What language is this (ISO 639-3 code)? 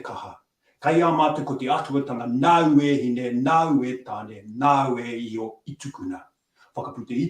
mri